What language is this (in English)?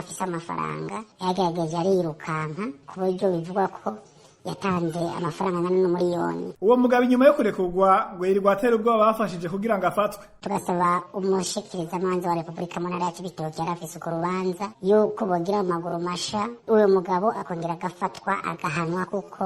Rundi